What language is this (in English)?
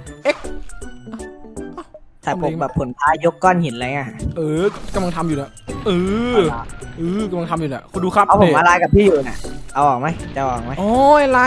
Thai